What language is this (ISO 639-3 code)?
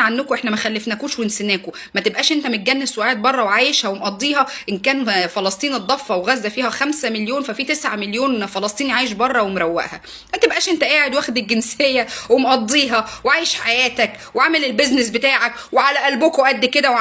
arz